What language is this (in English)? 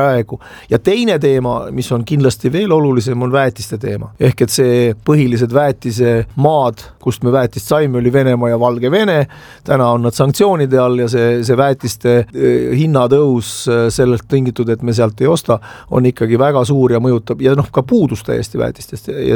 Estonian